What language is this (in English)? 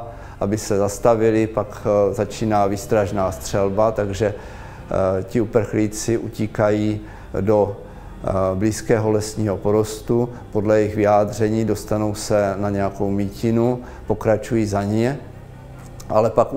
Czech